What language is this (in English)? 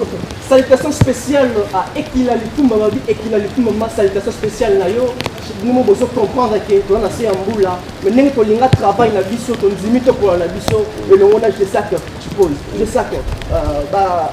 Lingala